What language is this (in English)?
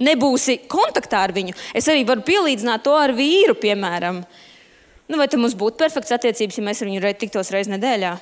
Latvian